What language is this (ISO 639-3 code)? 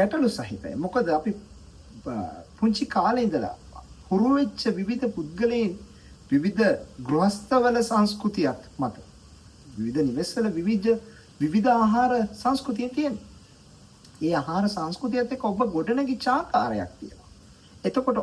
sin